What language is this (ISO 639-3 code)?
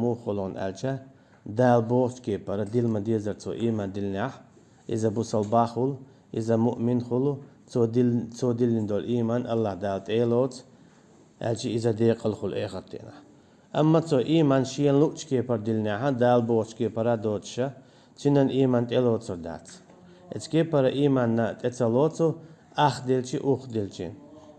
che